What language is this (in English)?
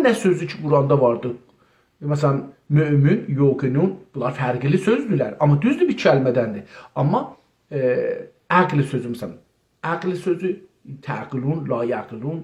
South Azerbaijani